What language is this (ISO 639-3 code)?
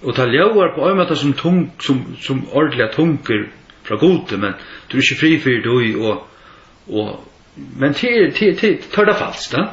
fao